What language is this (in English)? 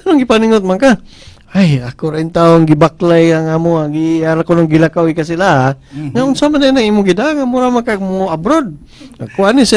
Cebuano